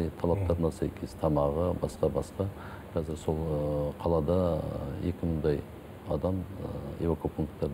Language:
Kazakh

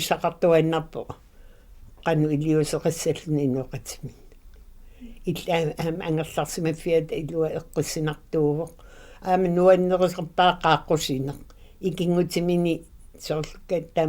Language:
Kalaallisut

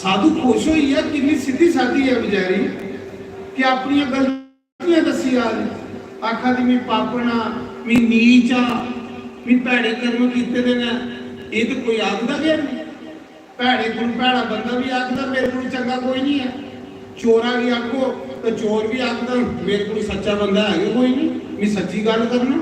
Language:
Dogri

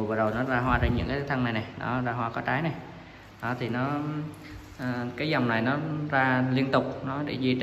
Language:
Vietnamese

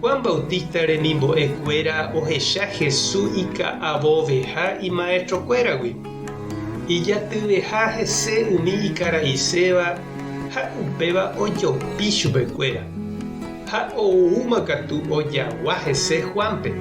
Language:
Guarani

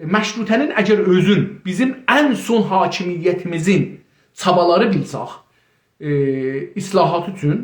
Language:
South Azerbaijani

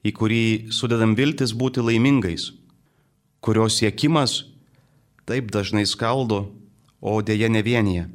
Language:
Lithuanian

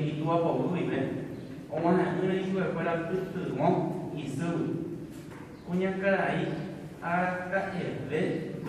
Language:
Guarani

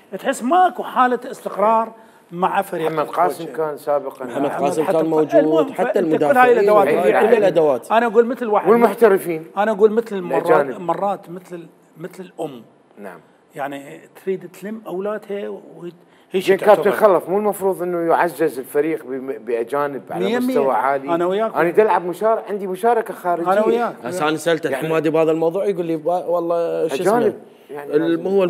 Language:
Mesopotamian Arabic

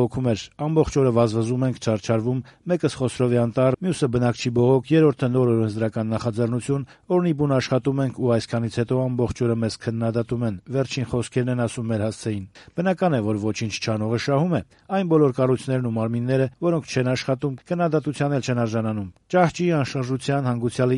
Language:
Armenian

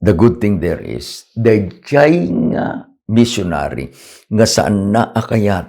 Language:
Iloko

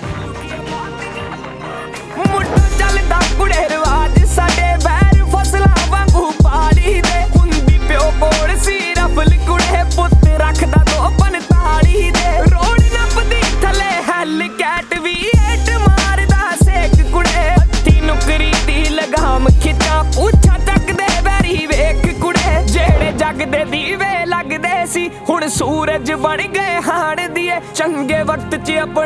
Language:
Punjabi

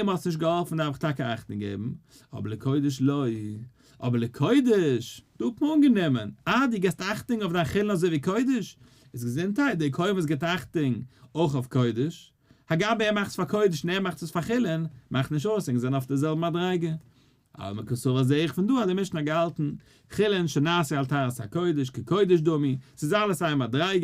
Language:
Yiddish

